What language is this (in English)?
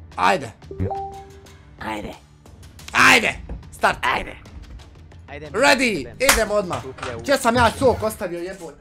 Croatian